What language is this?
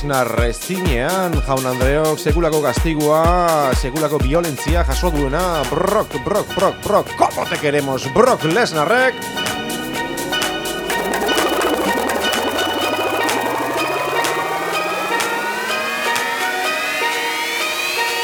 Basque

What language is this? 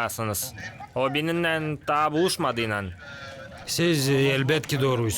Gagauz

